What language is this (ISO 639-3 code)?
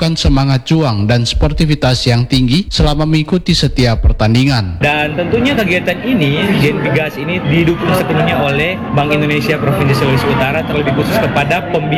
ind